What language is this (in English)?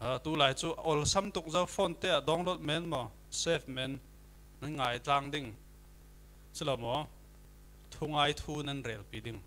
Falam Chin